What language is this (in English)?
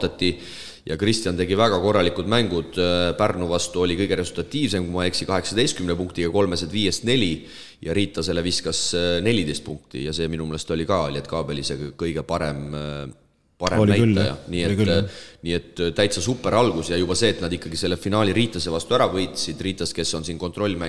Estonian